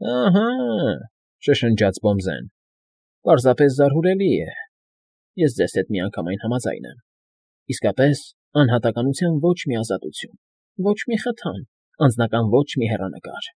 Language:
Armenian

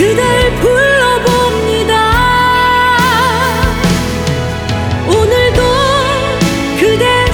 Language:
Korean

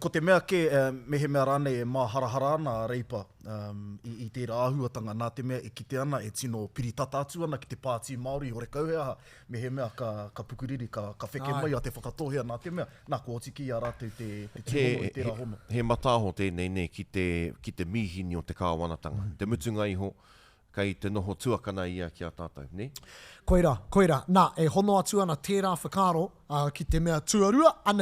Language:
Māori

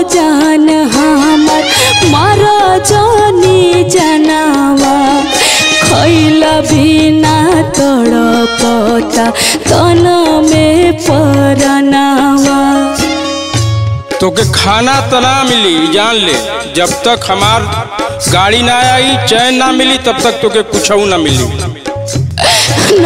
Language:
Bhojpuri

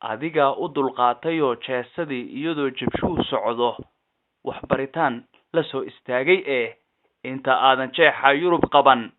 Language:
Somali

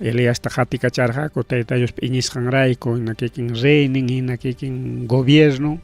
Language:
Ayacucho Quechua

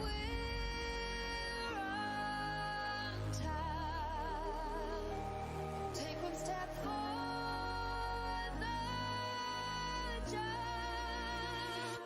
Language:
Kara-Kalpak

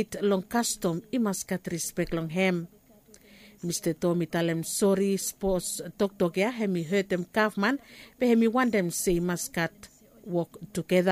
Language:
Bislama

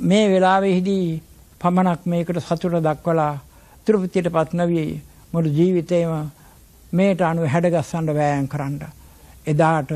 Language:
Sinhala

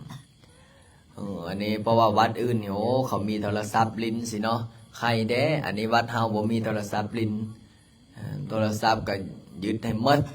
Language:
Lao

